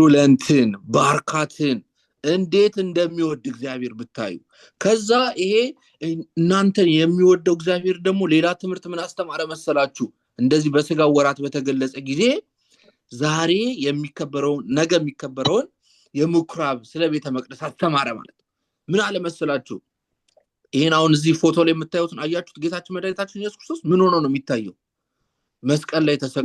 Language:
Amharic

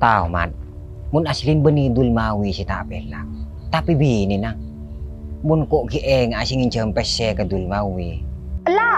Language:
Madurese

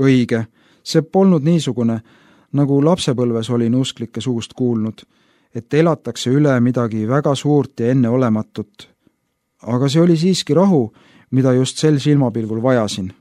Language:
Estonian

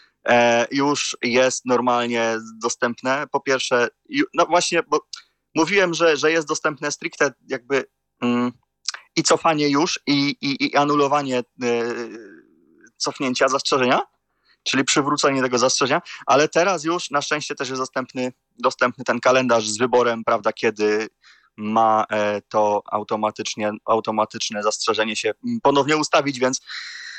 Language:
Polish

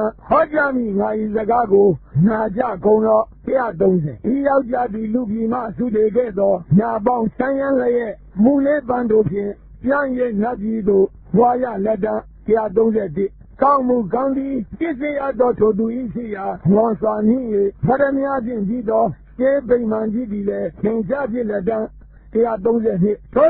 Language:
Burmese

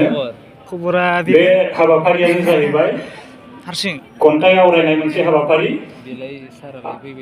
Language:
Bodo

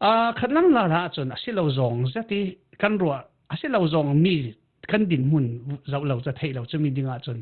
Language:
Falam Chin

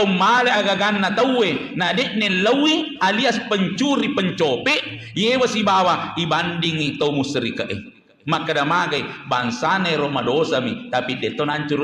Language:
Buginese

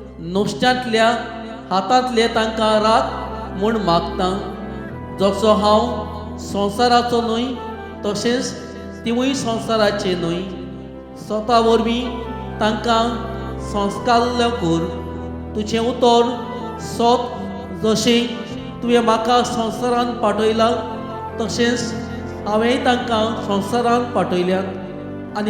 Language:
Konkani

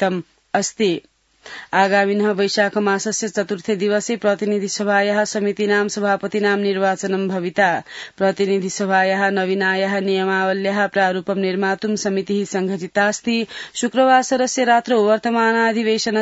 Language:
Sanskrit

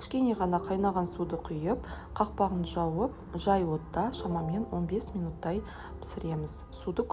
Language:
Kazakh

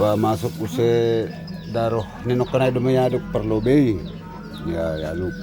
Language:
Batak Simalungun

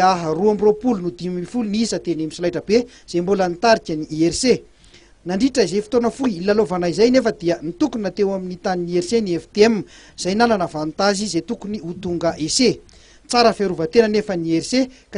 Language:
Malagasy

